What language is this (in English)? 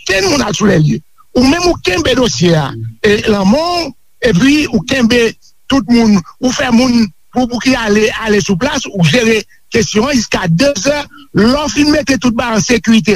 Haitian Creole